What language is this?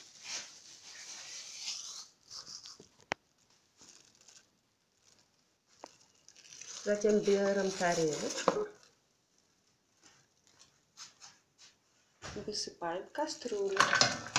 Russian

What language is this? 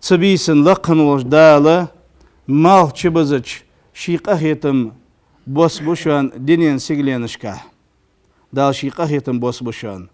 Ingush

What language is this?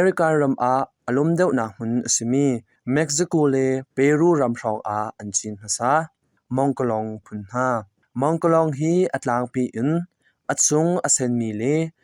Hakha Chin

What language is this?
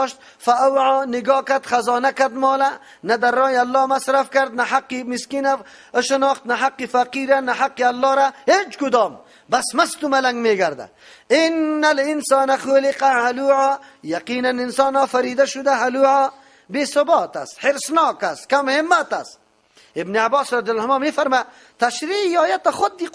Persian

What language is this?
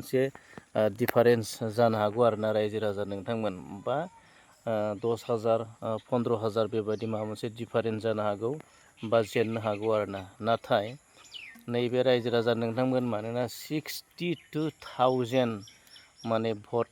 Bodo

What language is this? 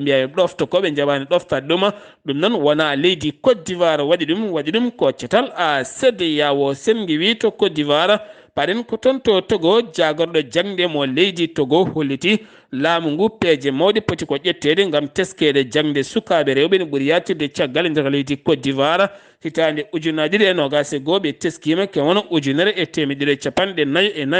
Fula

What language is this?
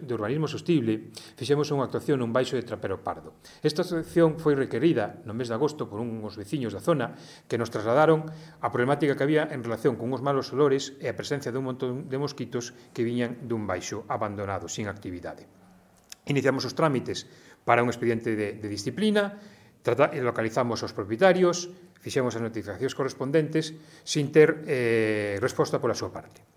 Galician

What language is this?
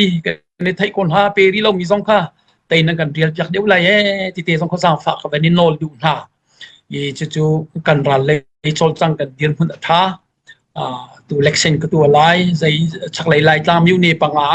Falam Chin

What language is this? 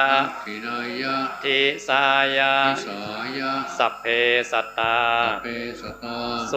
Pali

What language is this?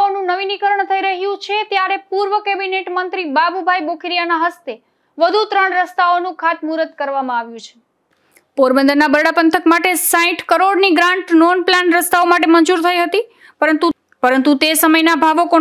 Gujarati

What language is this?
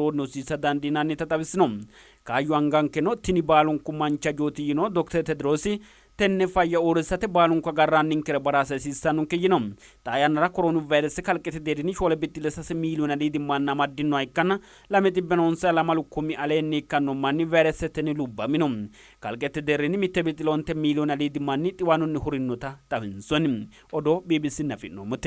Sidamo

